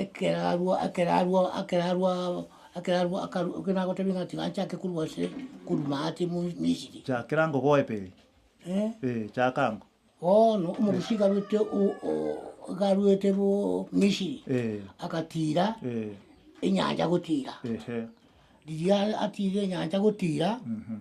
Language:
Gusii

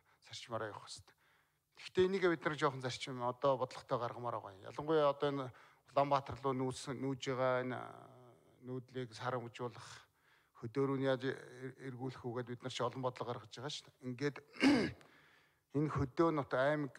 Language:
Mongolian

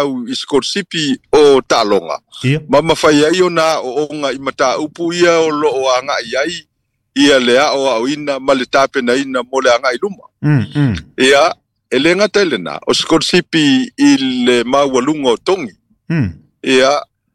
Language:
Samoan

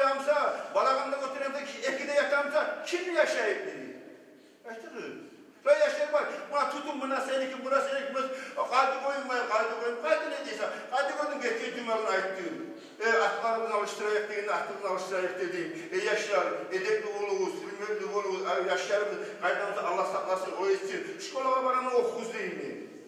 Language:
Kumyk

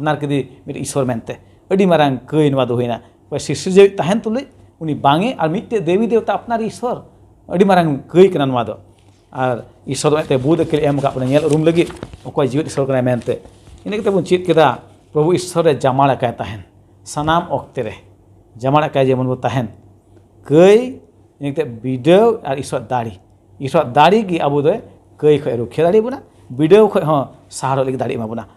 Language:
Santali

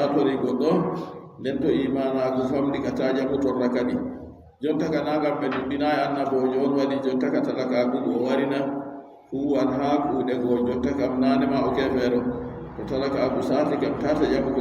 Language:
Adamawa Fulfulde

